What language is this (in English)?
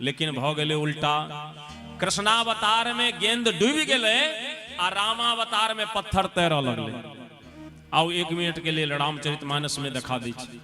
Maithili